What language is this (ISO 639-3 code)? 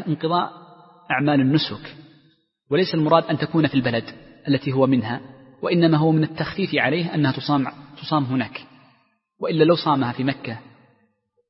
ara